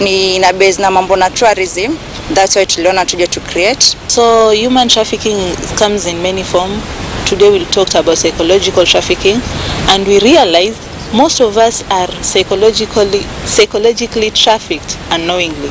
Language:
Kikuyu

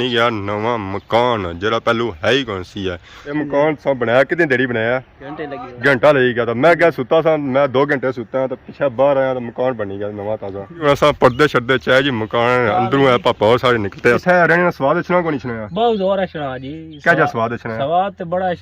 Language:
Pahari-Potwari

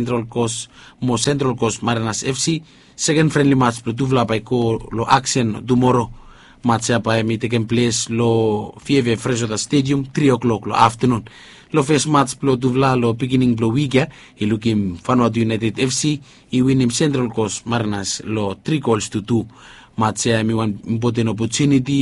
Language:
Bislama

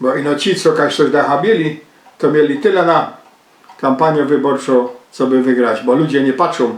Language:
Silesian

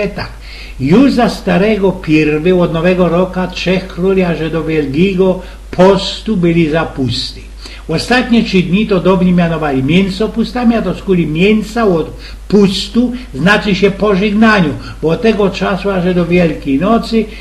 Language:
Silesian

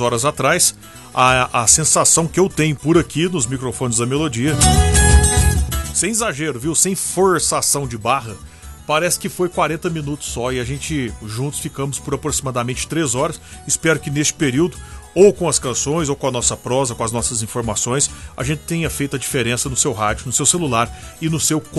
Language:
Portuguese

